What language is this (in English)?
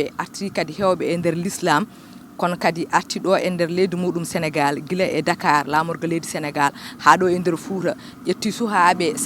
Fula